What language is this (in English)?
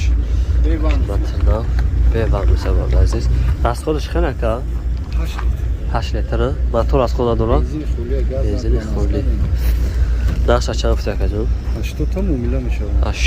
Tajik